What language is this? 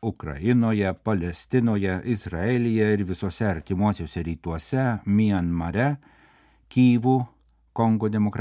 Lithuanian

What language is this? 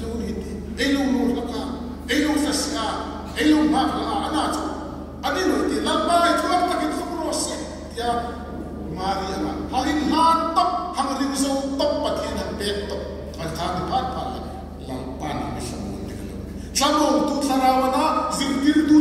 Hmar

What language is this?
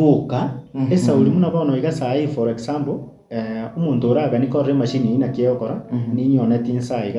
Gusii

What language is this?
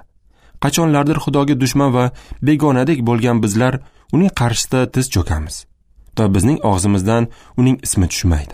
Uzbek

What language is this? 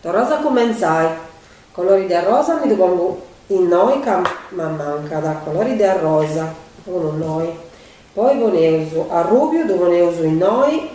Sardinian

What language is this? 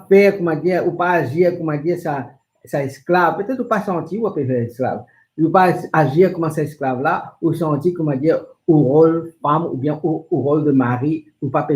Morisyen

